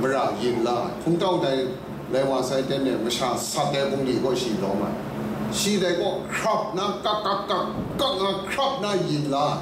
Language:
Kachin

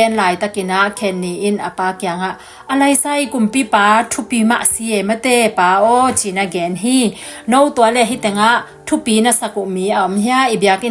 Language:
Tedim Chin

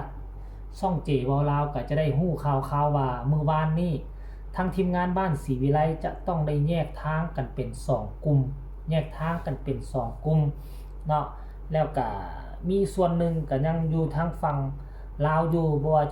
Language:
Northeastern Thai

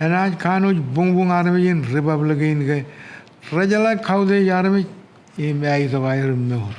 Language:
Marshallese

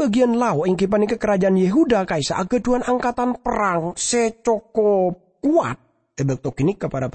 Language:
Madurese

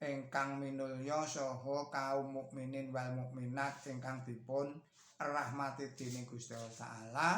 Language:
Javanese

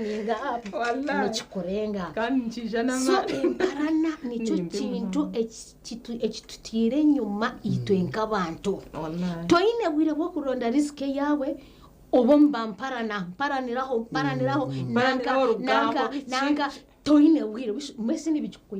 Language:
Nyankole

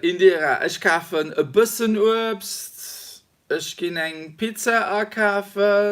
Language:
Luxembourgish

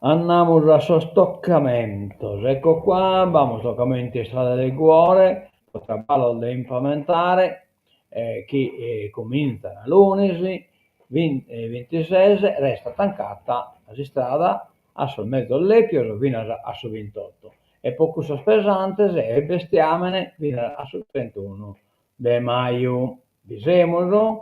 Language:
Sardinian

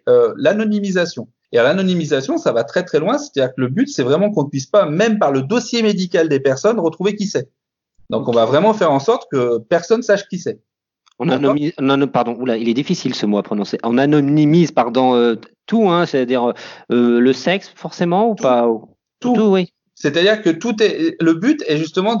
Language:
French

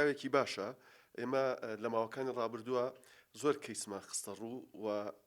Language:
Central Kurdish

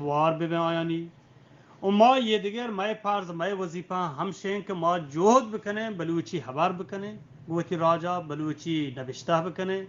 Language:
Eastern Balochi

